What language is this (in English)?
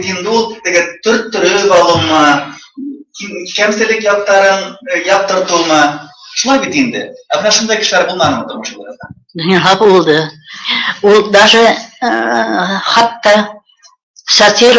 Bashkir